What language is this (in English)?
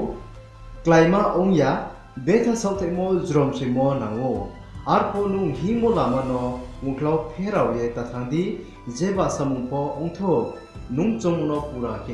Riang (India)